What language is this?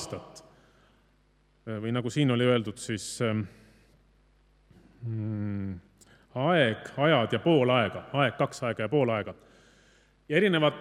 Estonian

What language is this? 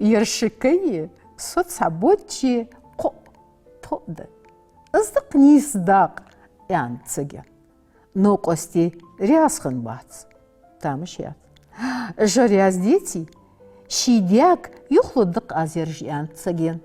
Ingush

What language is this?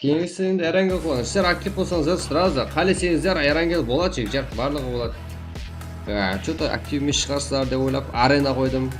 Kara-Kalpak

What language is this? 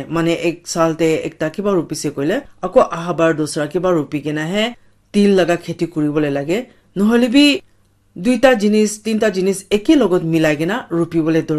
Naga Pidgin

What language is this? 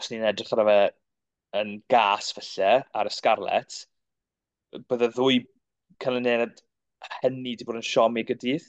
Welsh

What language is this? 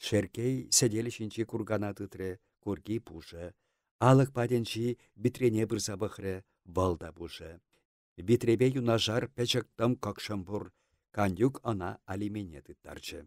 Chuvash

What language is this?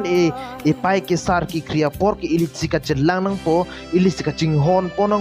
Karbi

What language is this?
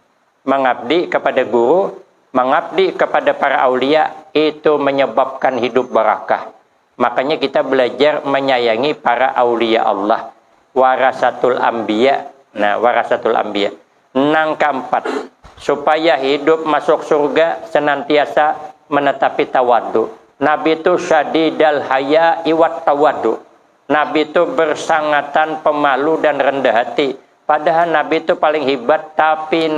Banjar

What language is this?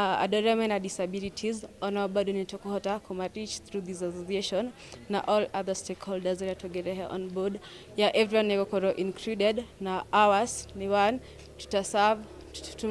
Kikuyu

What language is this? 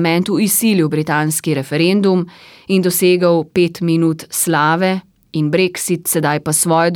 Slovenian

